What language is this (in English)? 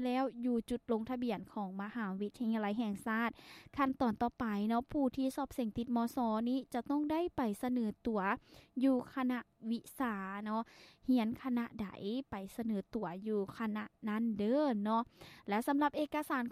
Lao